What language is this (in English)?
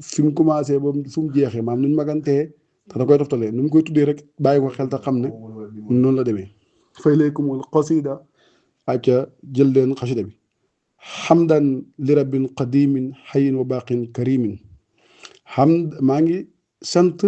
Wolof